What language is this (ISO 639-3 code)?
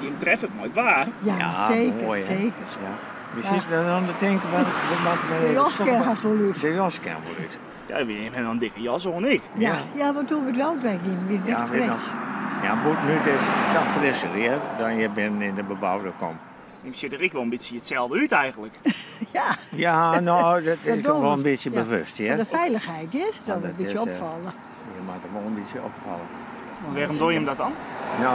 fry